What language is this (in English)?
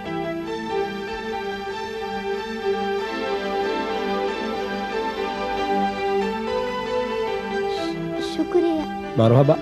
Divehi